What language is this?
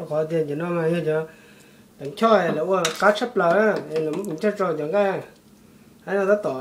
Hmong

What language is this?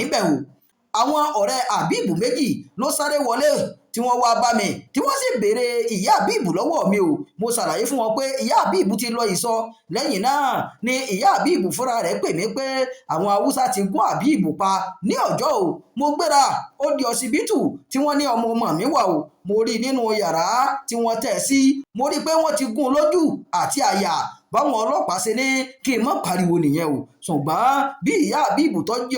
Yoruba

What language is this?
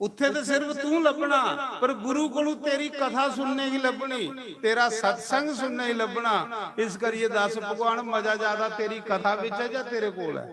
Dogri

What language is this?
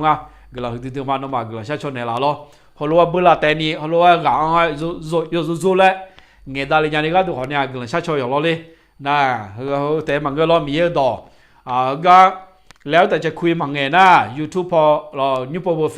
Akha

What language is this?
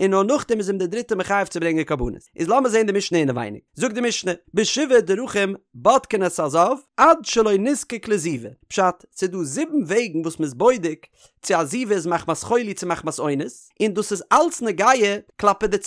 Yiddish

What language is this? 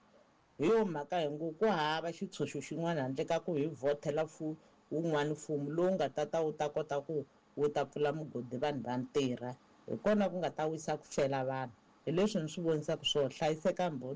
Tsonga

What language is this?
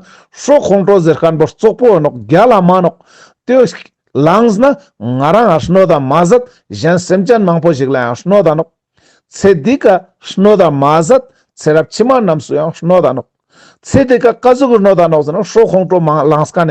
Ladakhi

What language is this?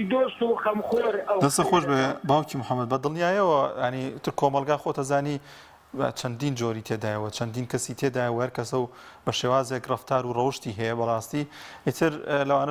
Central Kurdish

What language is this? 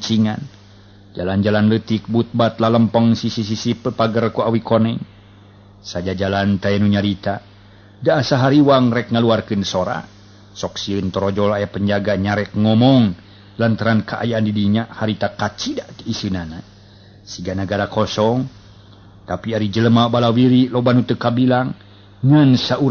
Sundanese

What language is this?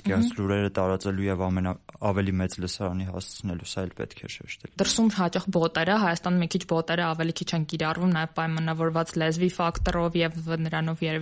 Armenian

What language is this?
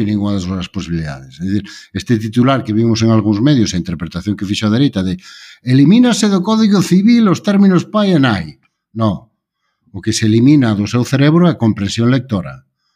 Galician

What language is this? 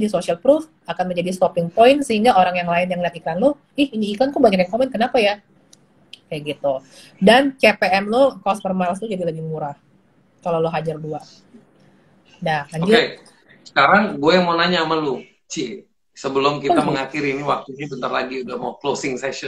Indonesian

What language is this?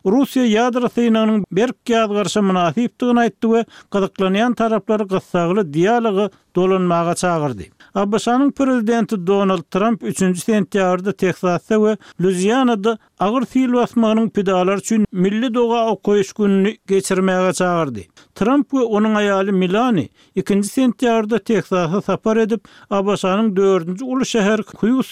Turkmen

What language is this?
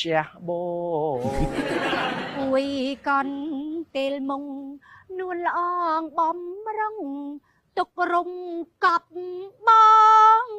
Khmer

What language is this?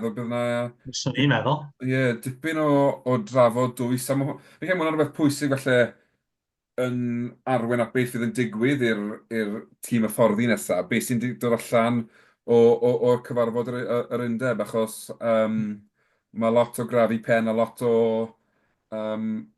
Welsh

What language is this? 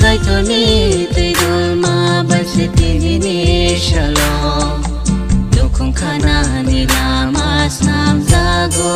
Kok Borok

